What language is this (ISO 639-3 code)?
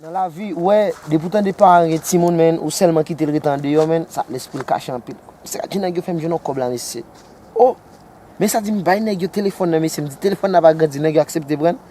hat